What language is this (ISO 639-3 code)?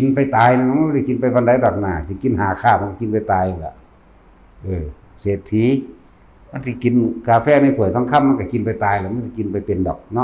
tts